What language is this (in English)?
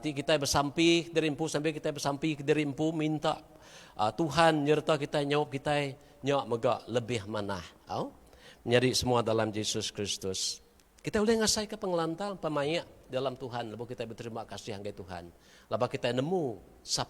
Iban